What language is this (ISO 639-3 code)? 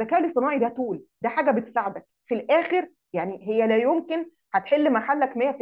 arz